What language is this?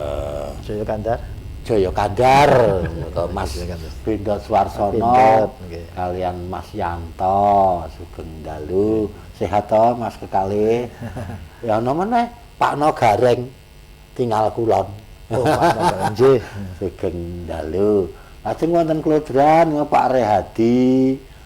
Javanese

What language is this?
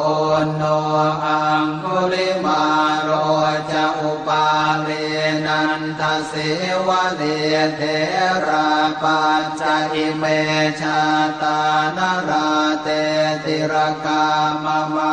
Pali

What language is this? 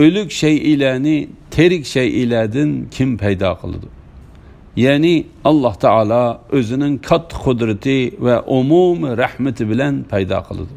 Uyghur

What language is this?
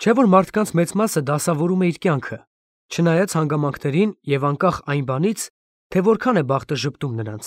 Armenian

